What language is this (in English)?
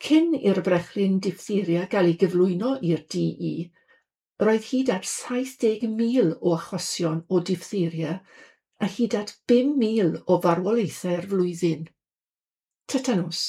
Welsh